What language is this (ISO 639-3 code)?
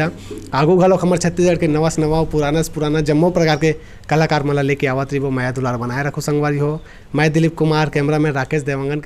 hne